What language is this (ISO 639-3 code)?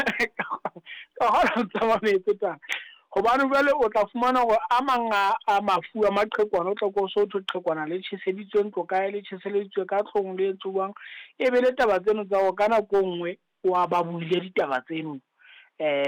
sot